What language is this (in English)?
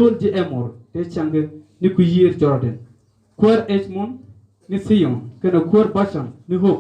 Nuer